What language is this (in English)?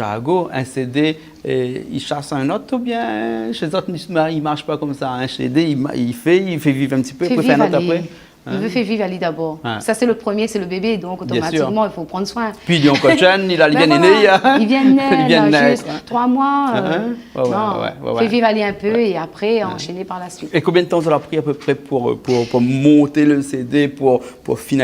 Réunion Creole French